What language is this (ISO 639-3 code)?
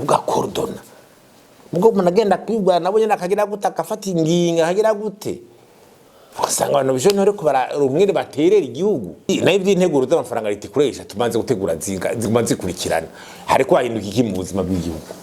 run